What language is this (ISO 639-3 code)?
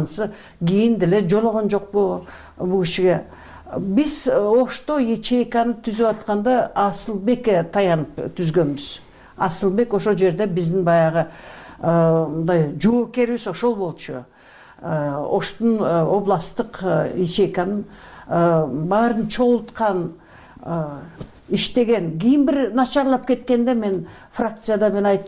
kir